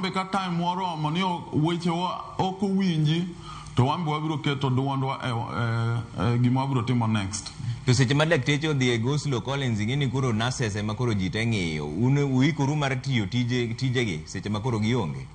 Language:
Luo (Kenya and Tanzania)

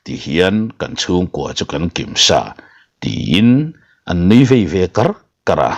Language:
Mizo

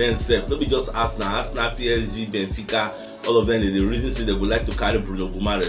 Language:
Nigerian Pidgin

